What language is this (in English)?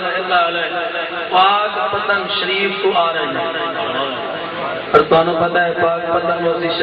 Urdu